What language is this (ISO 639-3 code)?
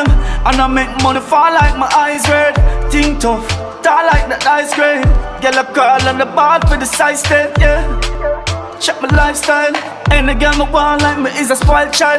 jam